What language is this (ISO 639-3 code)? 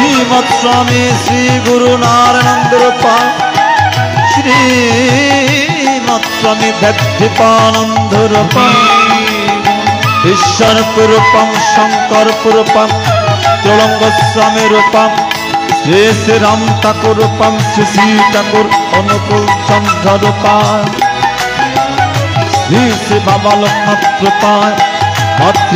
ben